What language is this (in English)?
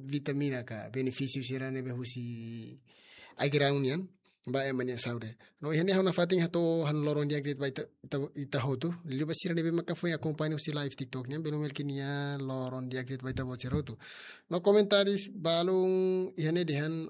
Tetum